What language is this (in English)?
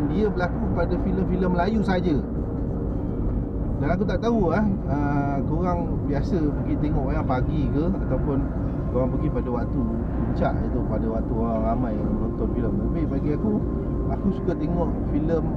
Malay